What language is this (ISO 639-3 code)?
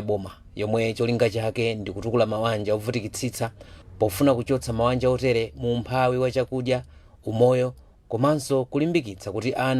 nya